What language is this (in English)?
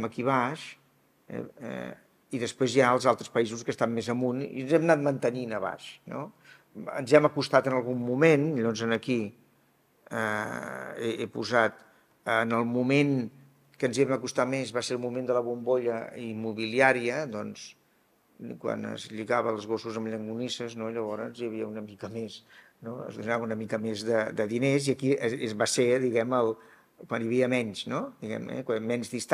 Catalan